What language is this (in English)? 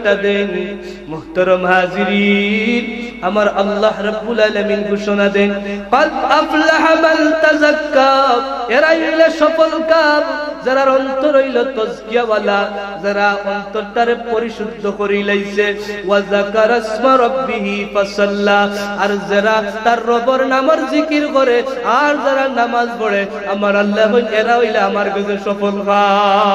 Sylheti